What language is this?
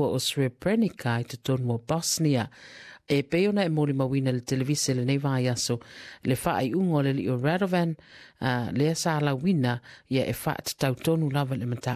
Samoan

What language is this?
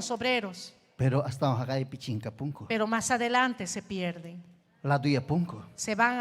Ayacucho Quechua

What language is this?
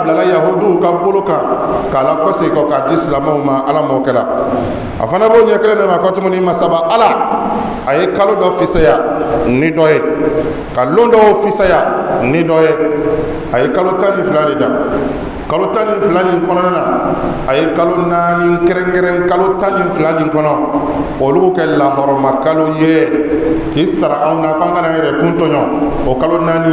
Bambara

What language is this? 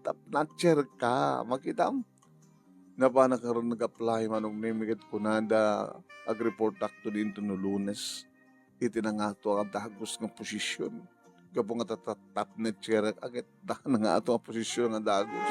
Iloko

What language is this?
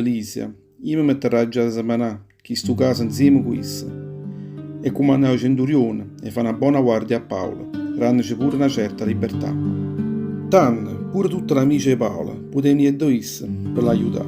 Neapolitan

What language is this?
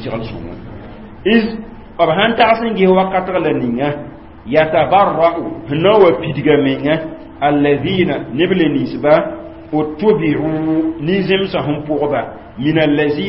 Mossi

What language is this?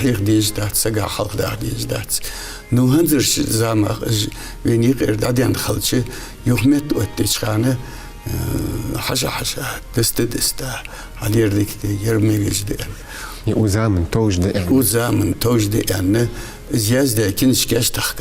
Ingush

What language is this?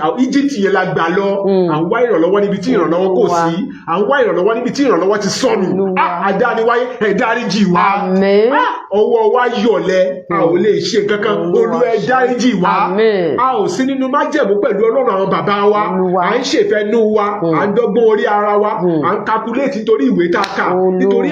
Yoruba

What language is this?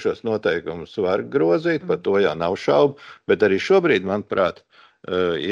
Latvian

